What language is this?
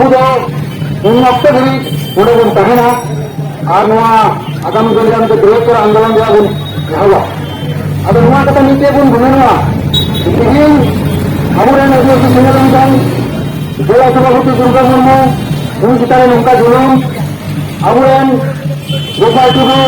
Santali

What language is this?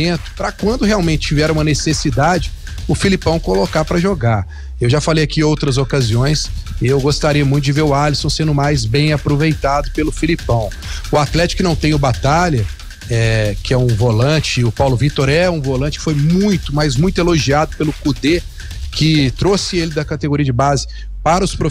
Portuguese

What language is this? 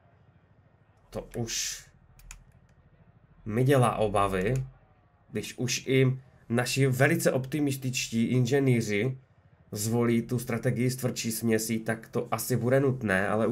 Czech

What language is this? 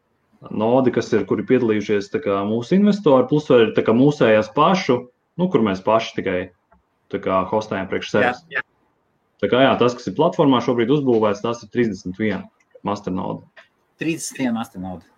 Latvian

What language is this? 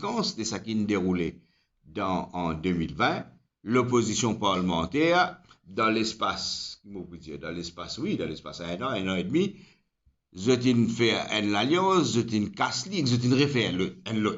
Morisyen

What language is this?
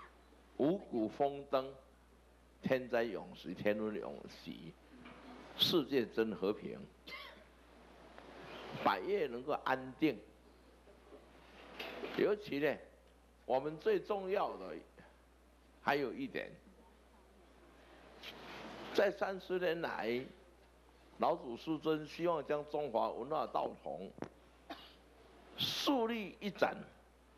Chinese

